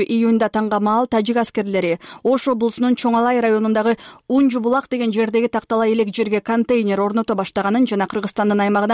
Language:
Kyrgyz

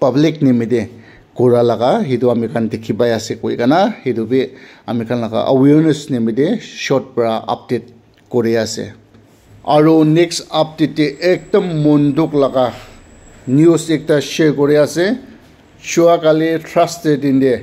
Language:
Naga Pidgin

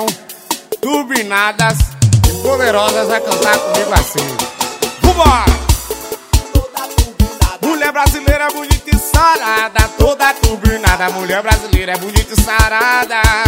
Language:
Portuguese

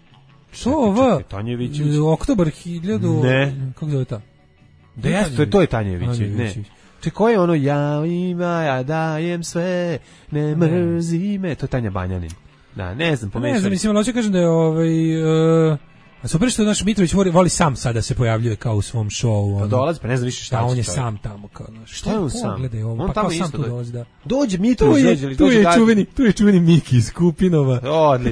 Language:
Serbian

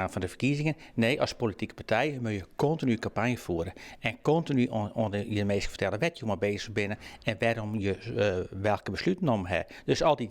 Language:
Western Frisian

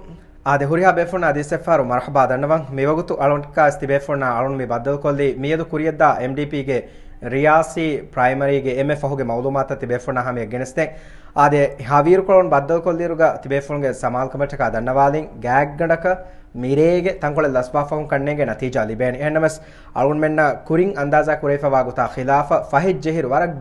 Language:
Divehi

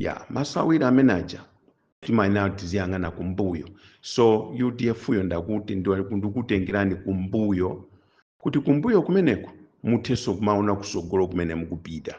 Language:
Nyanja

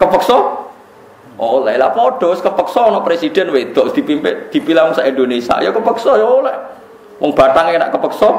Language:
Javanese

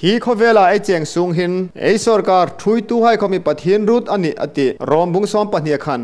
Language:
Hmar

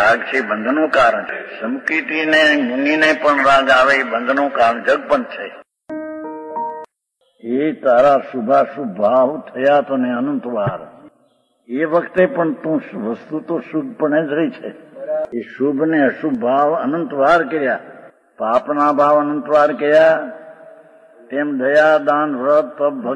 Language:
Gujarati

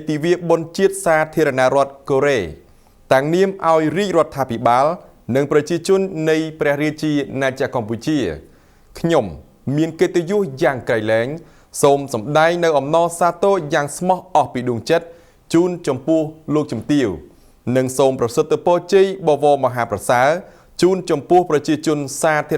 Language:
Khmer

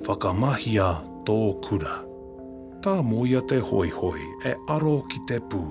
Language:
Māori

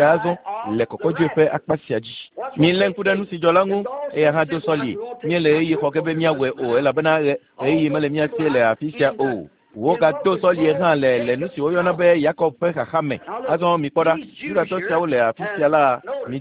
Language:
Ewe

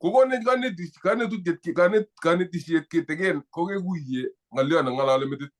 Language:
Kalenjin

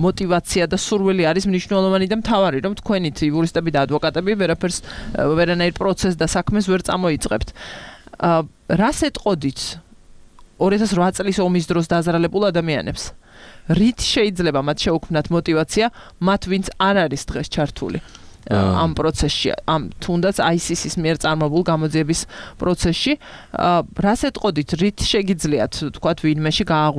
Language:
Georgian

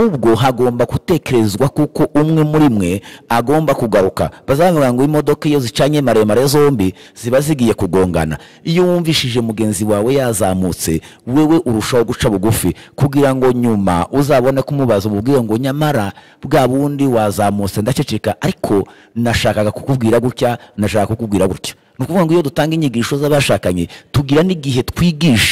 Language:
Kinyarwanda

